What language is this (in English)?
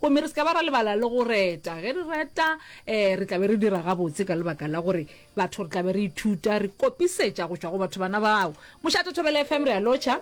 Northern Sotho